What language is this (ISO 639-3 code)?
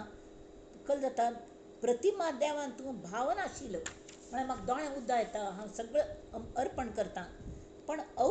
kok